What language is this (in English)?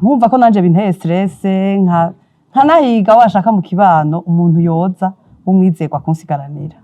Rundi